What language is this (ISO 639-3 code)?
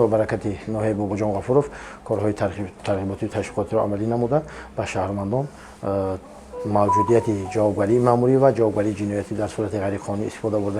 tgk